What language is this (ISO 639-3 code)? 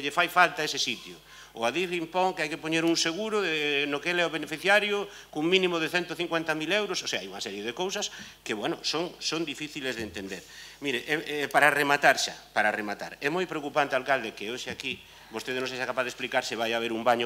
glg